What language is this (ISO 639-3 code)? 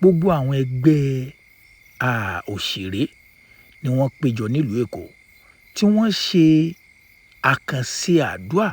yor